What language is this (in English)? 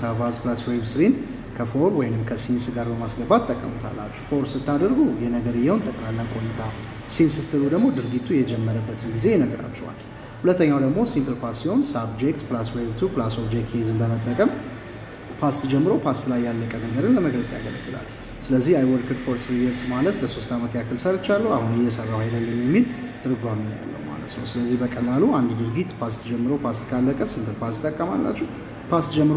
Amharic